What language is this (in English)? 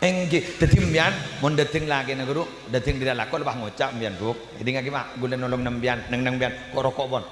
Madurese